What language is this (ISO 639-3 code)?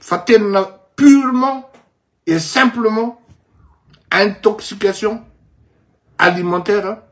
mlg